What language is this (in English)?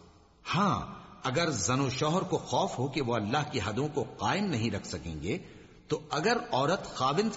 Urdu